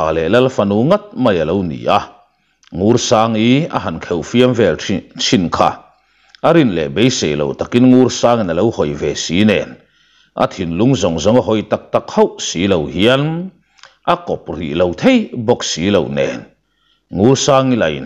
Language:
Mizo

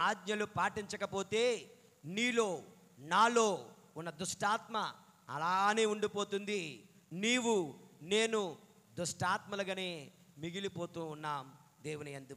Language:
Telugu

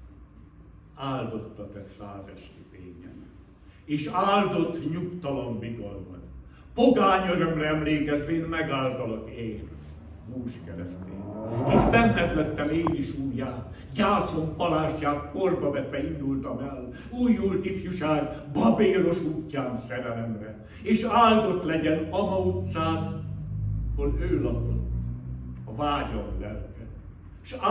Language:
Hungarian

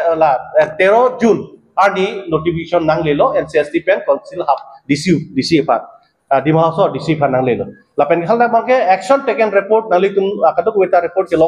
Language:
Karbi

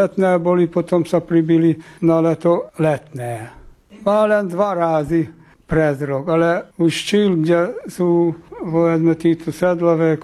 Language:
Slovak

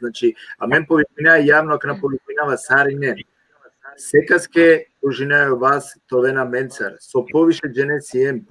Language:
Balkan Romani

